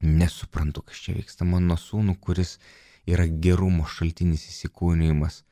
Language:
Lithuanian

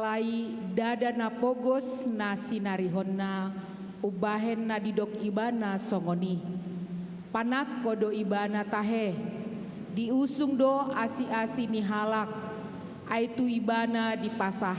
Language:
Batak Toba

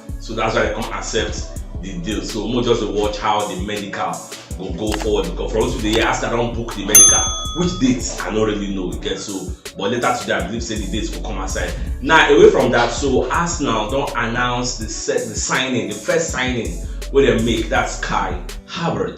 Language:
Nigerian Pidgin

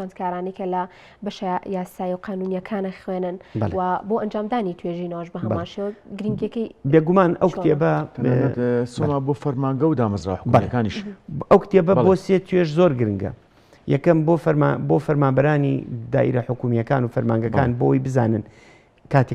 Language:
Central Kurdish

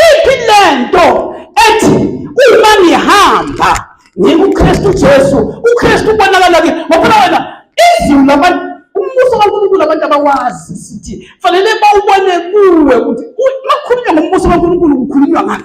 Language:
Zulu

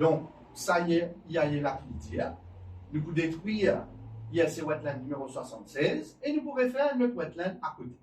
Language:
Morisyen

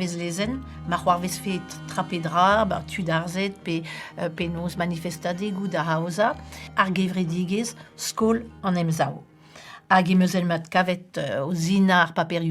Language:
Breton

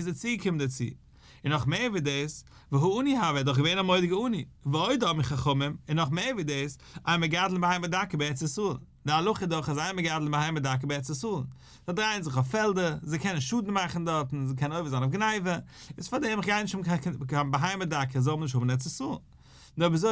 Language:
Yiddish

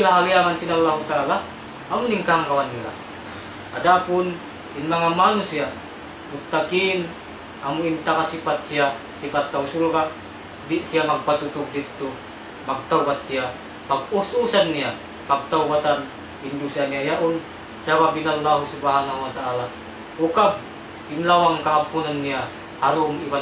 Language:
Tausug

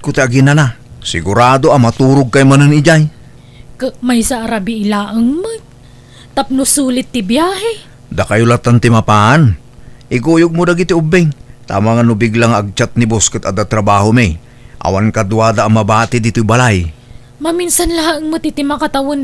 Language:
Iloko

